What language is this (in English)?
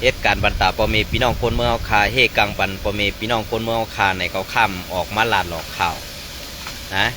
Shan